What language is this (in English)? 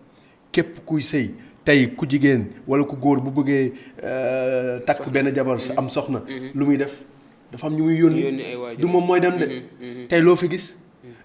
Wolof